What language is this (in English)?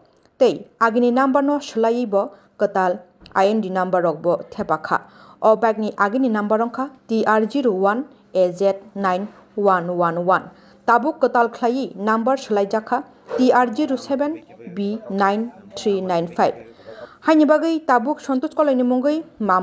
Kok Borok